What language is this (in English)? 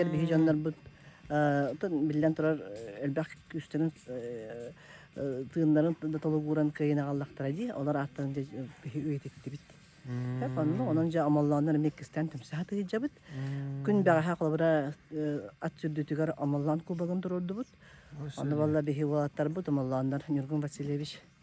Yakut